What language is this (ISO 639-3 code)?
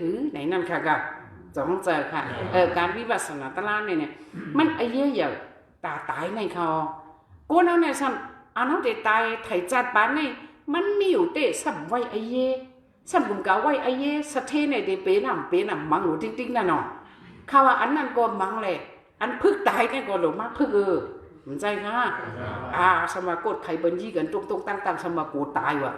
shn